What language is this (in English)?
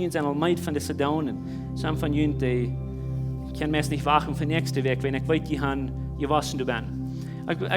Plautdietsch